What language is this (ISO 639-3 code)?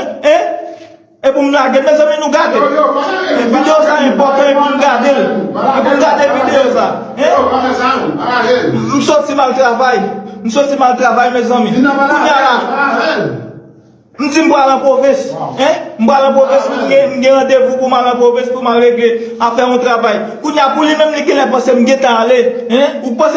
hat